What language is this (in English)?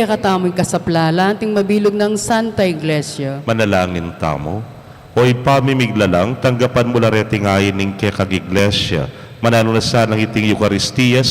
Pampanga